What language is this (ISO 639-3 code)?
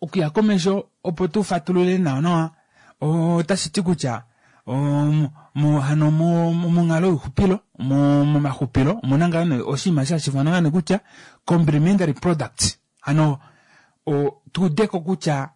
kua